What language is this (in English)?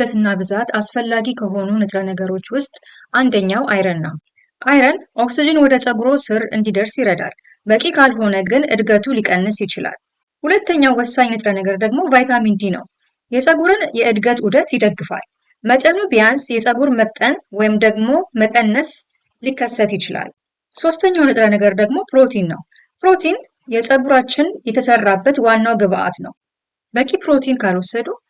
Amharic